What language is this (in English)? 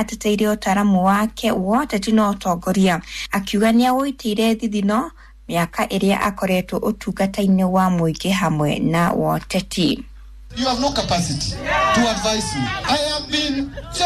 Kikuyu